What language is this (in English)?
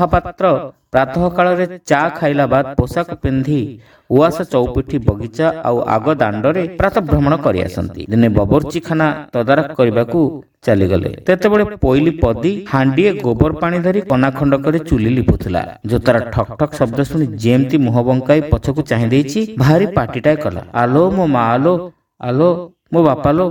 Odia